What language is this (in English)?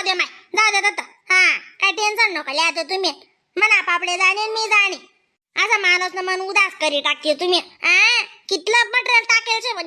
Khandesi